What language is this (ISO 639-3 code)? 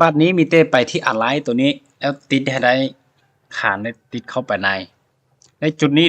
lao